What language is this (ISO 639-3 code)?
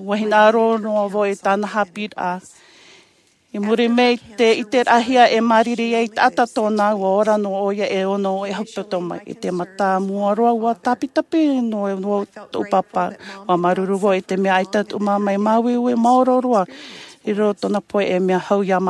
tah